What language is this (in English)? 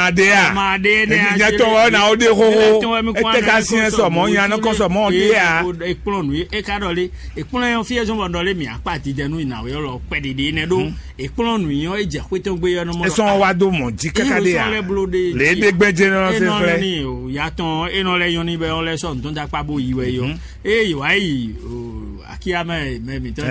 Fon